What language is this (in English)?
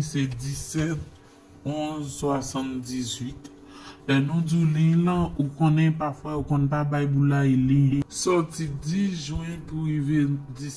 Haitian Creole